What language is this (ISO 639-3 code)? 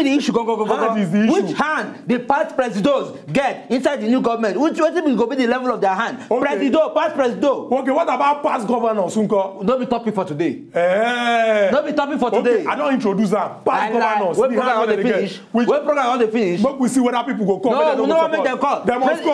pcm